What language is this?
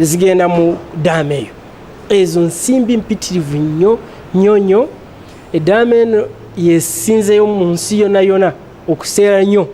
Ganda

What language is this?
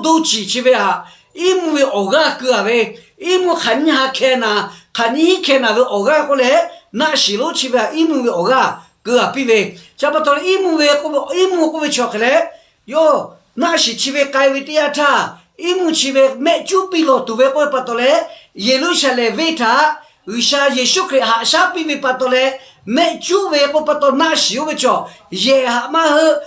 Lahu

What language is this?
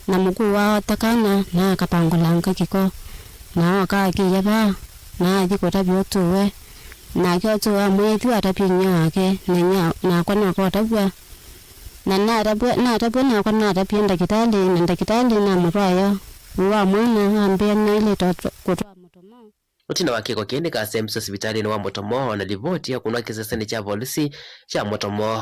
Kamba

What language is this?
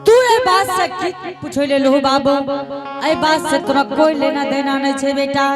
Angika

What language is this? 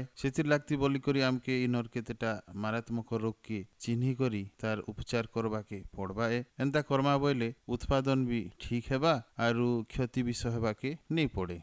Odia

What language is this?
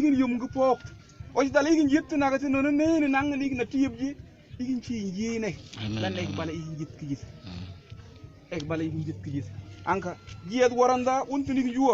Mabaan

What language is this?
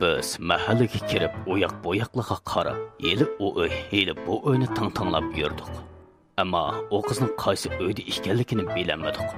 Uyghur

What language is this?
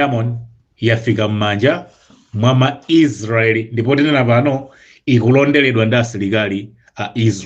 Nyanja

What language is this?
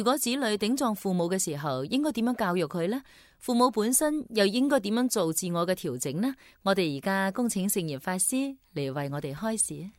Cantonese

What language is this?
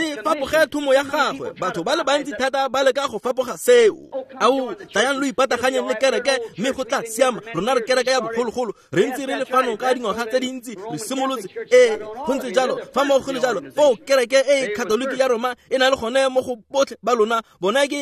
Tswana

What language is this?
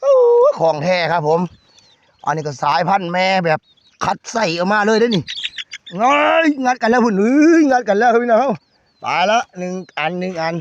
Northeastern Thai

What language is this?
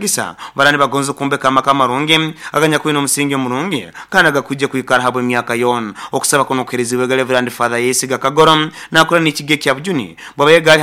Nyoro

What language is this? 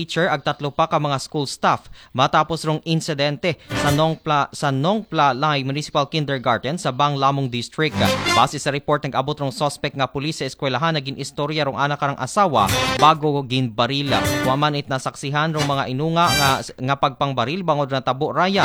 Aklanon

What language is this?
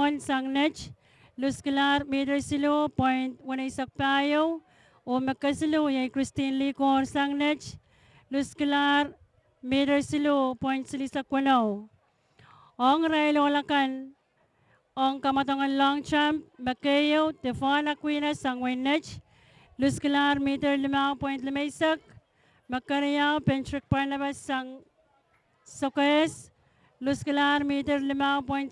Pohnpeian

